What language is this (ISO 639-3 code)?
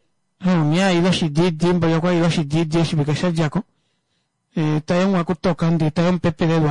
kua